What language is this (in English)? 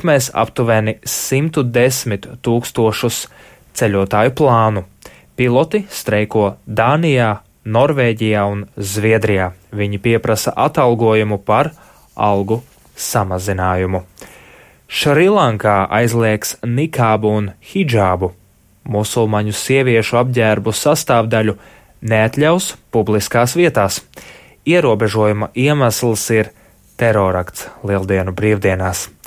Latvian